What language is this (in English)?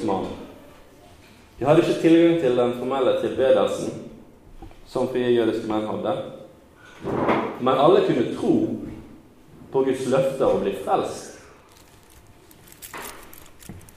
Norwegian